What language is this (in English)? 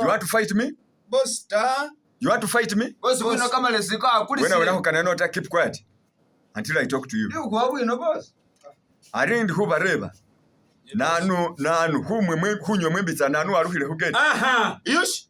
Masaaba